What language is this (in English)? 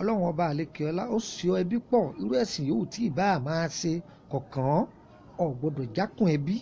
Yoruba